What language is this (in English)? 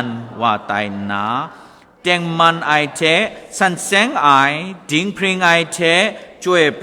Kachin